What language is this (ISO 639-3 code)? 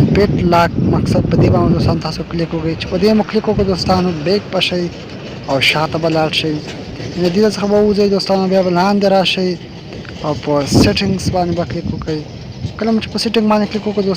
pus